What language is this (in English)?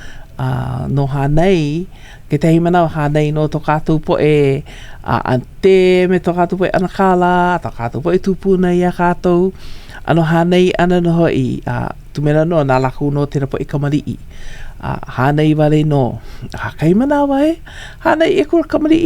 Hawaiian